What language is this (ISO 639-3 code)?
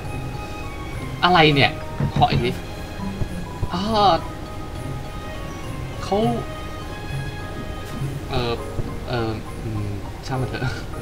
tha